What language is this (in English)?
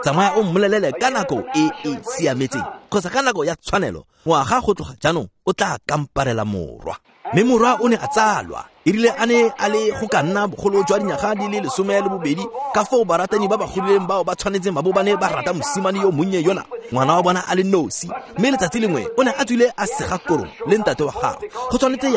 Tswana